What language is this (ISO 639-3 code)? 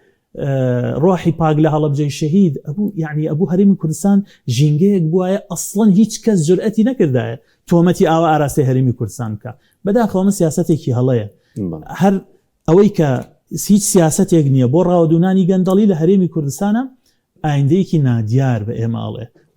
ckb